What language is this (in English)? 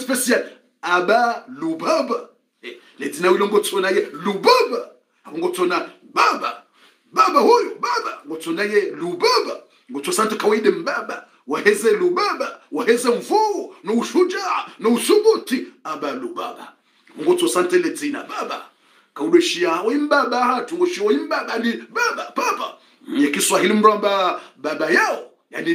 Swahili